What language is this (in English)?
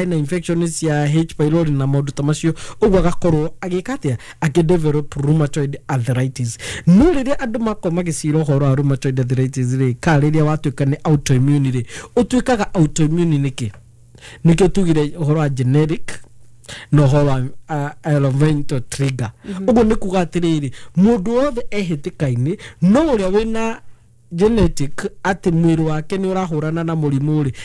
Kikuyu